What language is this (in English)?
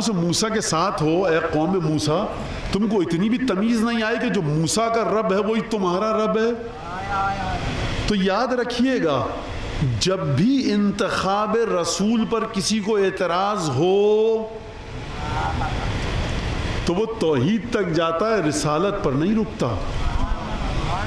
Urdu